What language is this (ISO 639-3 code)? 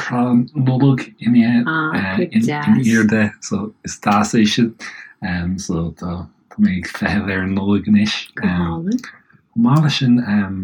gle